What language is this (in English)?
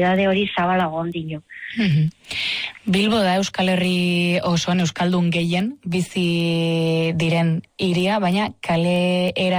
Basque